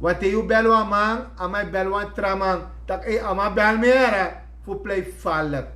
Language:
Sranan Tongo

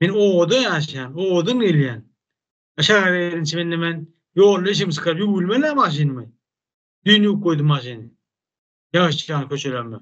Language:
Turkmen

